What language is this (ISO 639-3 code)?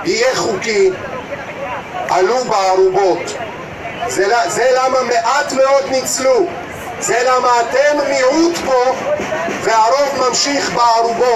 heb